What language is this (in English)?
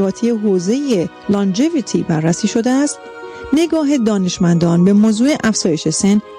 Persian